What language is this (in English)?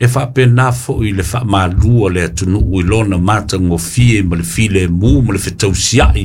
Samoan